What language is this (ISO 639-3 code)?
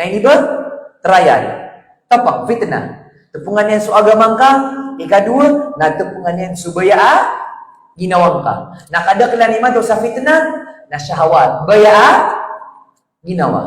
mrw